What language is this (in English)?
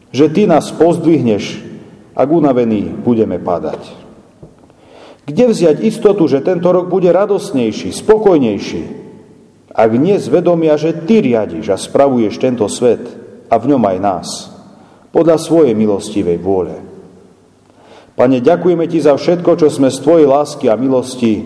Slovak